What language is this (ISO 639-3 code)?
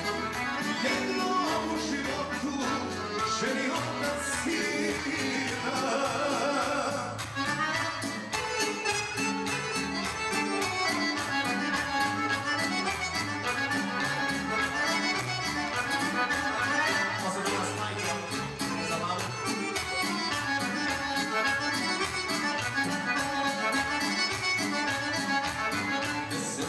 srp